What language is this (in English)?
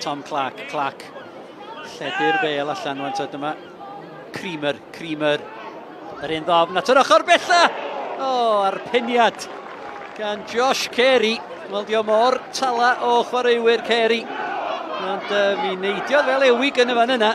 Welsh